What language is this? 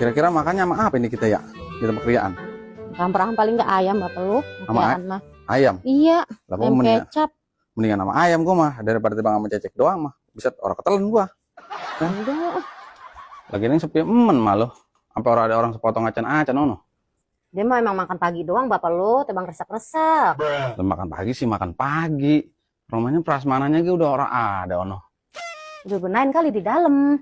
Betawi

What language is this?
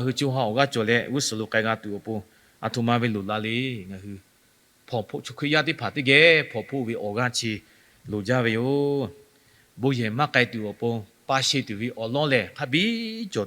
Lahu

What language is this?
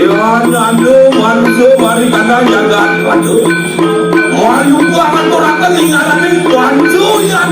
Balinese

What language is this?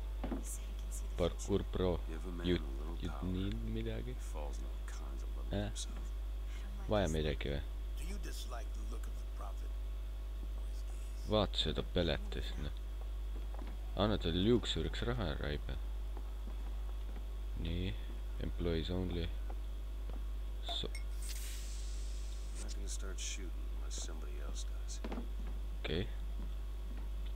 Estonian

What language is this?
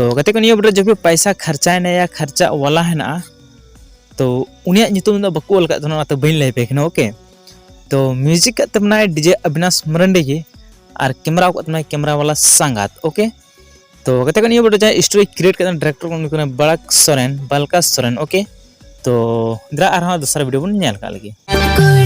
Santali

